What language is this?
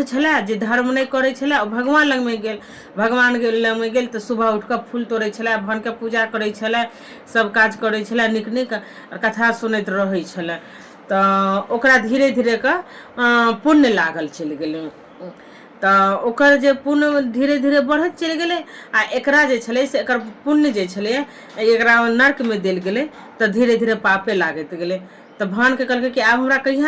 Maithili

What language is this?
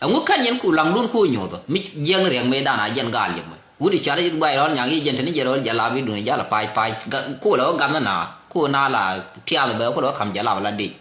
Nuer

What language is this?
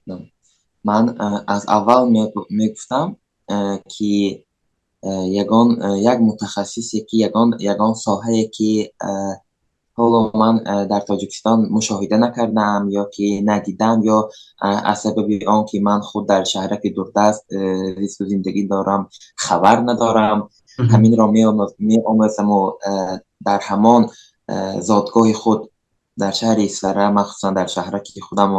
Tajik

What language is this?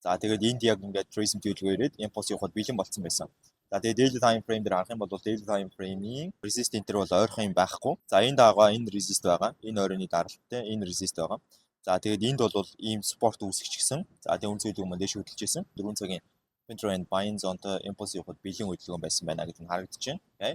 Mongolian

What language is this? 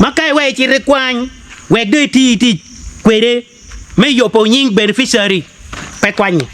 Acoli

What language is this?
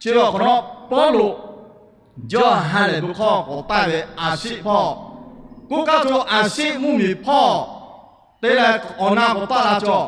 Lahu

